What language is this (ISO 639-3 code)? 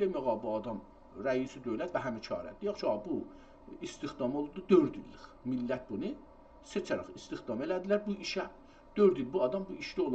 azb